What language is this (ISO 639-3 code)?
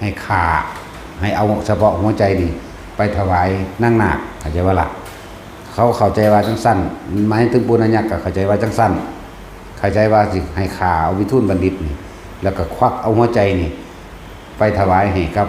tts